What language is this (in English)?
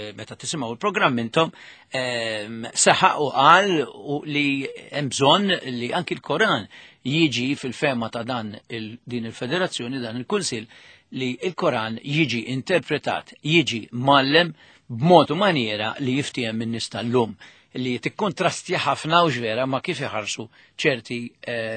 Maltese